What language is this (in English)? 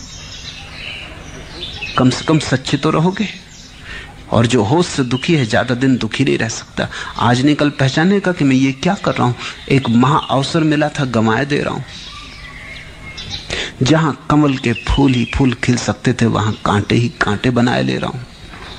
Hindi